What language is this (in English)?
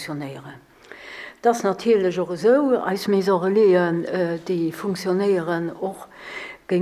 Luxembourgish